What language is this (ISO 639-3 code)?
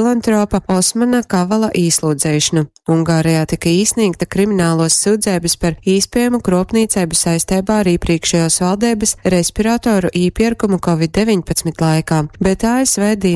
ltg